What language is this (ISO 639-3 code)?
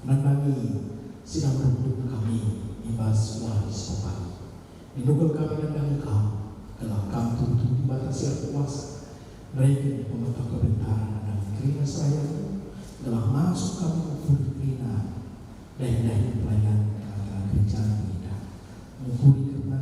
btx